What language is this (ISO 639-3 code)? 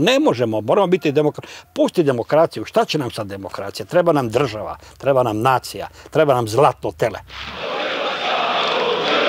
hrv